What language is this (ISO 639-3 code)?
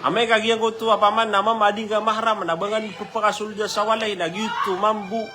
mrw